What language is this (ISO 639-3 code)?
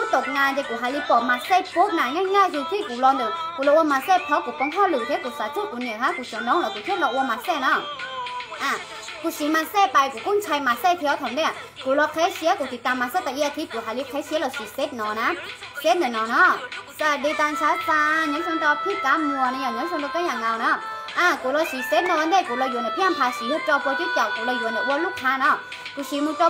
tha